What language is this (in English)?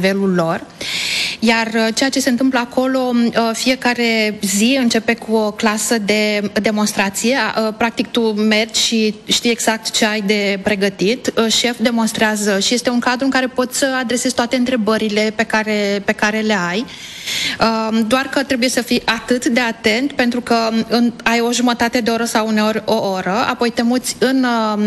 Romanian